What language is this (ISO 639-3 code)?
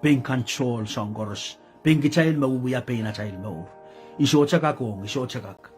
pon